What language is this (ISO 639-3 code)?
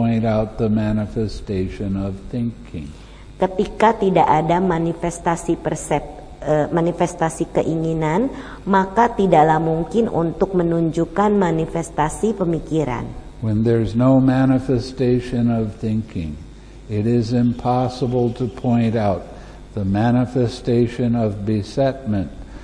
ind